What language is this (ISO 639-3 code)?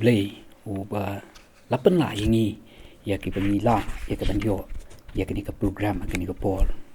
kha